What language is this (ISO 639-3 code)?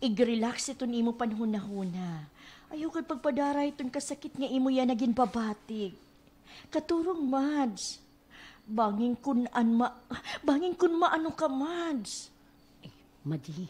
war